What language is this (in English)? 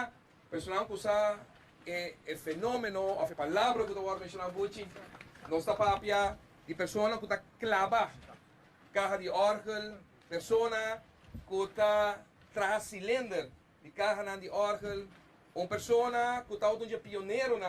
Papiamento